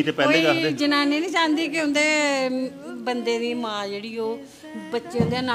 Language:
Dogri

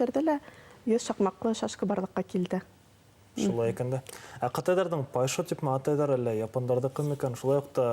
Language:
Bashkir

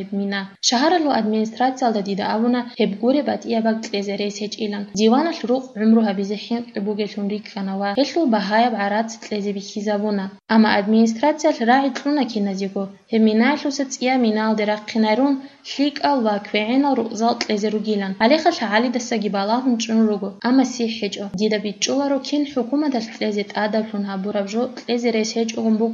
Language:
Avaric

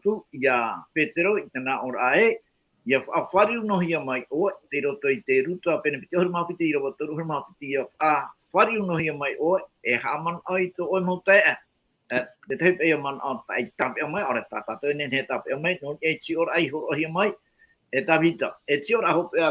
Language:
Tahitian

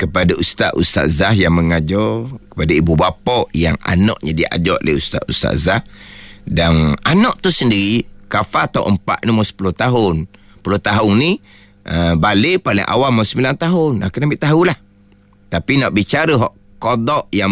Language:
Malay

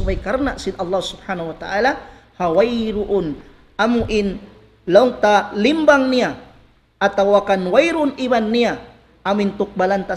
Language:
Tausug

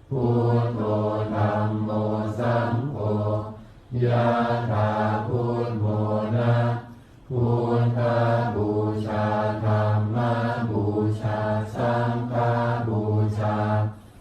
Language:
Pali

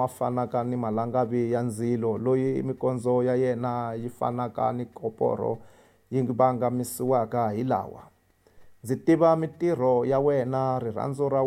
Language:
Tsonga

